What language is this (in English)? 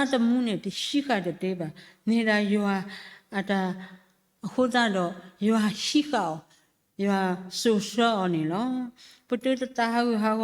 S'gaw Karen